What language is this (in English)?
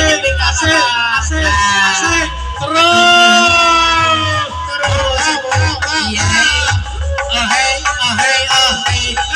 Sundanese